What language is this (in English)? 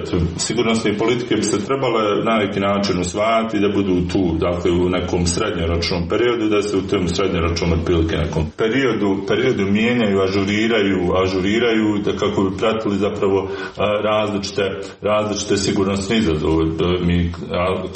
Croatian